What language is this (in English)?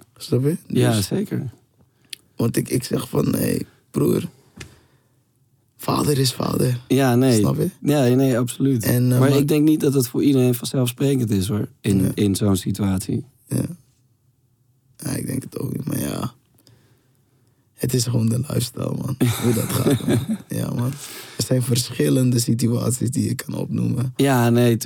Dutch